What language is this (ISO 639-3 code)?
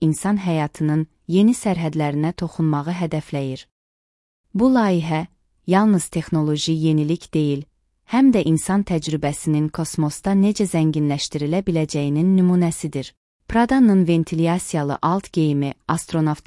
aze